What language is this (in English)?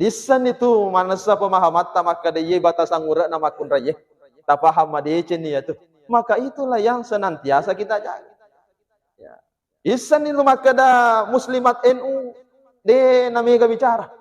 Buginese